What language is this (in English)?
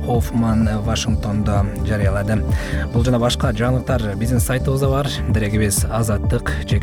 Kyrgyz